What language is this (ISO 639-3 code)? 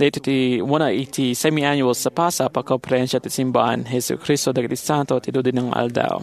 ilo